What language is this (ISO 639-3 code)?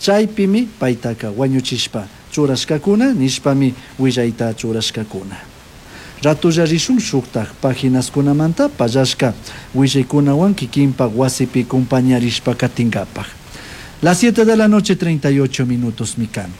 qug